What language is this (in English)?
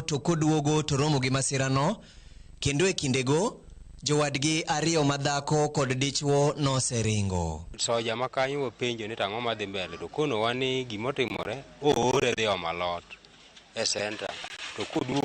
Luo (Kenya and Tanzania)